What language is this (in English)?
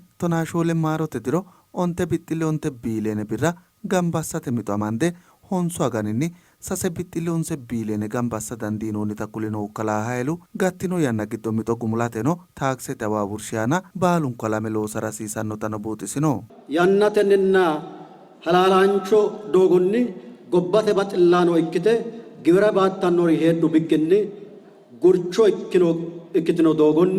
Sidamo